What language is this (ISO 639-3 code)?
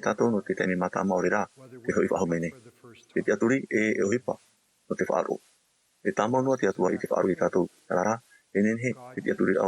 tah